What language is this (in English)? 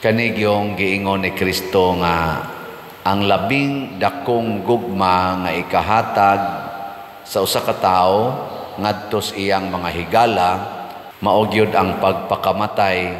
Cebuano